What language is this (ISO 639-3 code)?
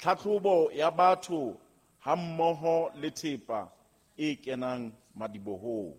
sot